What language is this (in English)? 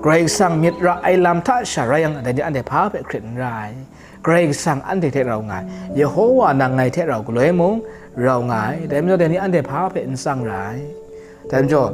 Kachin